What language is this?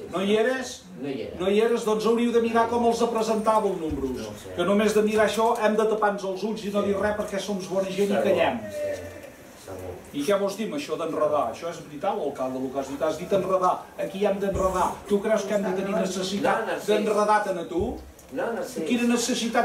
Catalan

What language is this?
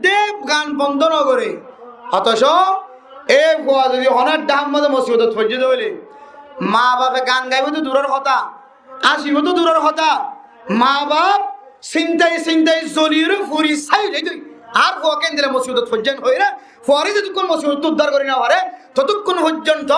Rohingya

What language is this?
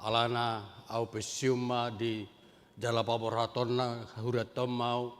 Batak Toba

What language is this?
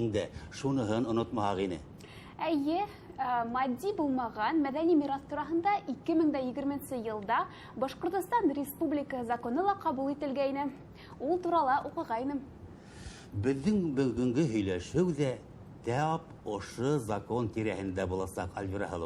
Bashkir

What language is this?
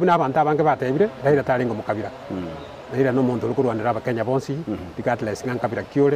Gusii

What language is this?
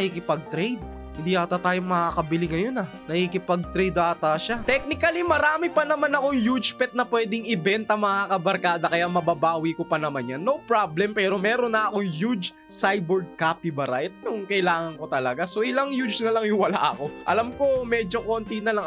Filipino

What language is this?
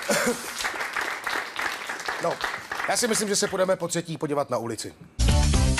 Czech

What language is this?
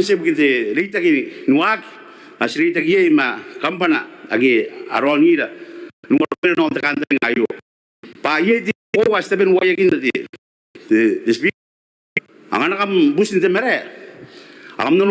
Gilbertese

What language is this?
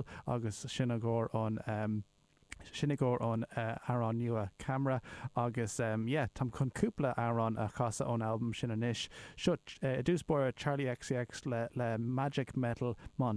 Irish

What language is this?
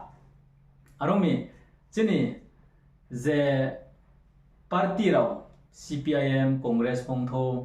Riang (India)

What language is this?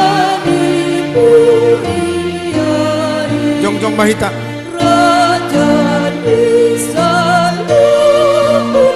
Batak Toba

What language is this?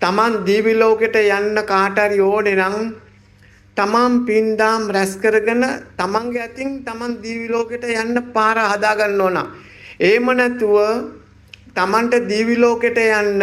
Sinhala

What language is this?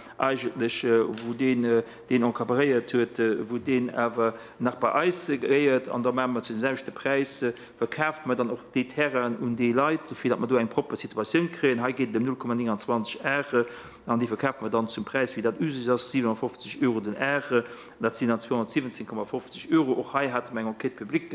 Luxembourgish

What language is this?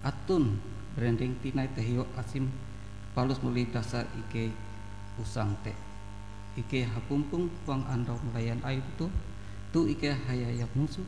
Ngaju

